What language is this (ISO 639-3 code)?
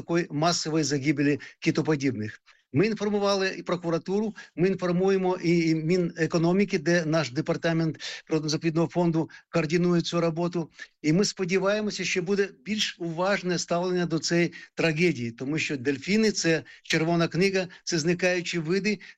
ukr